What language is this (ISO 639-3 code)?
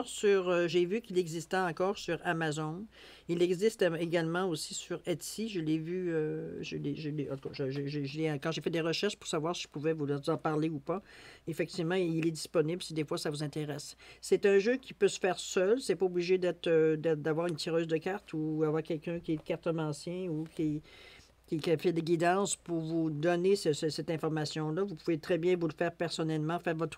fra